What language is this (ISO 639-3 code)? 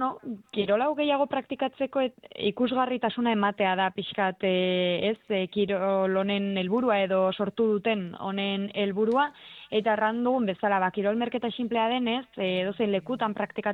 eus